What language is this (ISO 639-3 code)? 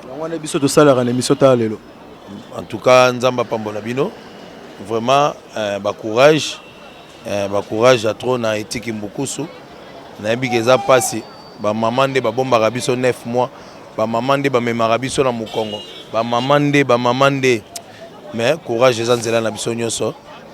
lin